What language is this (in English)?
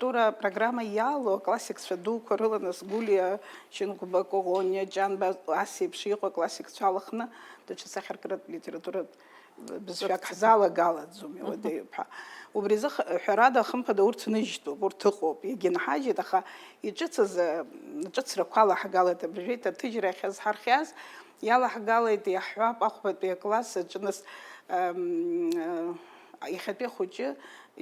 Abkhazian